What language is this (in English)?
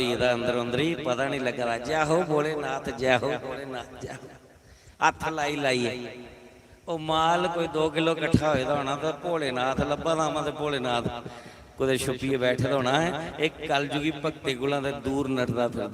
Dogri